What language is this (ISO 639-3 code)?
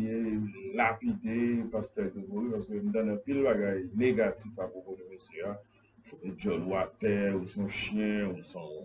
hat